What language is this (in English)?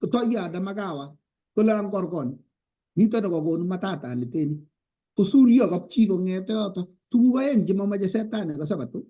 Kalenjin